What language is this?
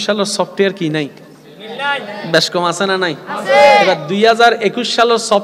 Bangla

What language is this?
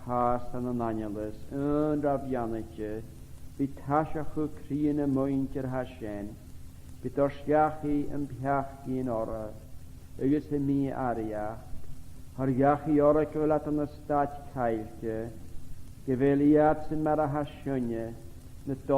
Scottish Gaelic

